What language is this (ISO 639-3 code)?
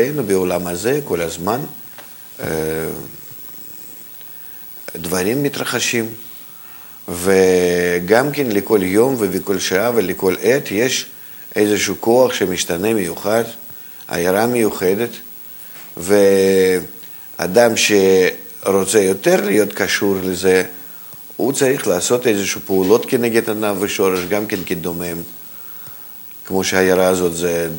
heb